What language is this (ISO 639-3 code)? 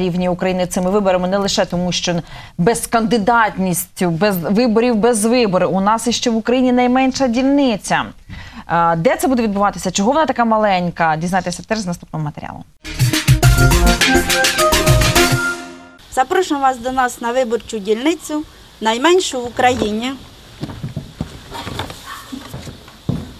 ukr